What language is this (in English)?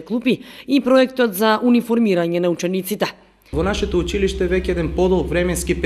Macedonian